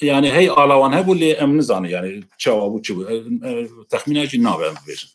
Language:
Kurdish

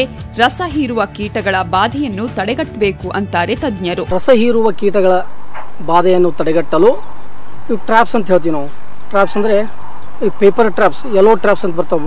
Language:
Kannada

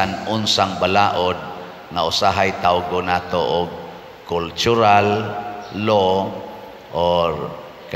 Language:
Cebuano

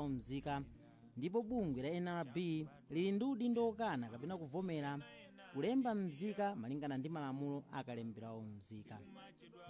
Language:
Nyanja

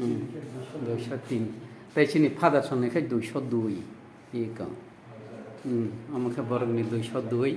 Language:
Kok Borok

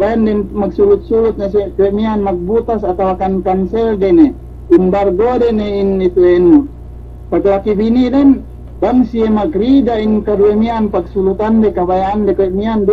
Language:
Yakan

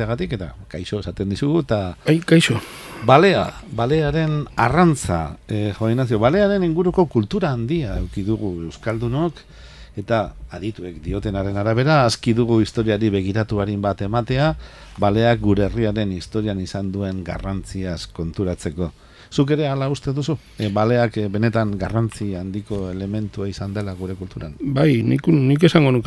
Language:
Basque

